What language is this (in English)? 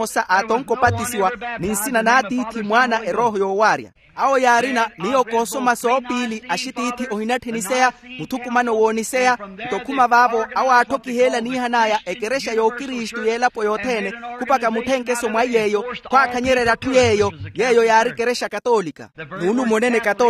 Makhuwa